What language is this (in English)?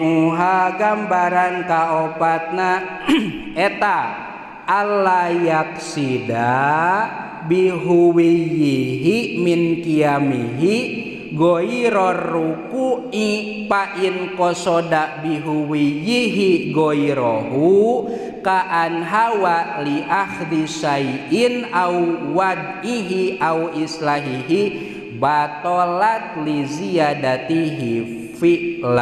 Sundanese